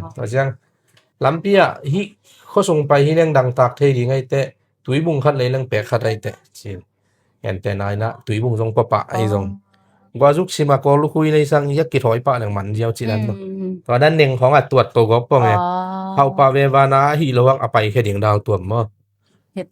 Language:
Tedim Chin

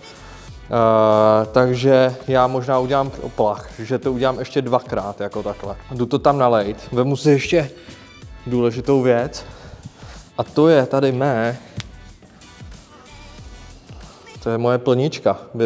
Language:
Czech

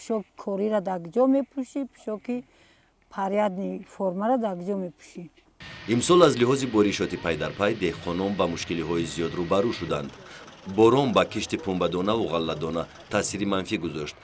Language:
Tajik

